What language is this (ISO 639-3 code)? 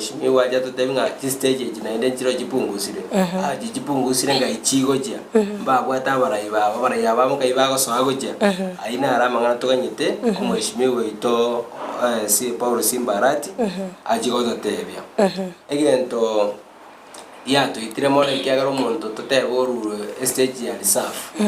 guz